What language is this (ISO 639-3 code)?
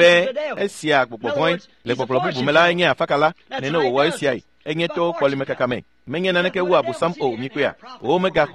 ewe